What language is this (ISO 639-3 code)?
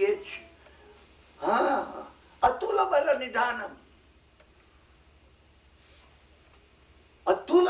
guj